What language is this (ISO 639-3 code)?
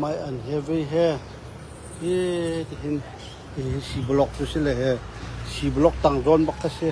cnh